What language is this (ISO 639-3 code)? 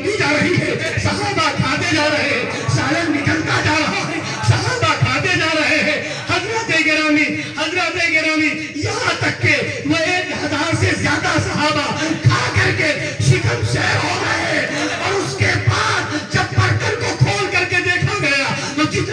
urd